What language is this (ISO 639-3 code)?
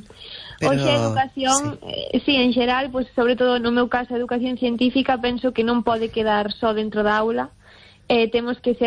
glg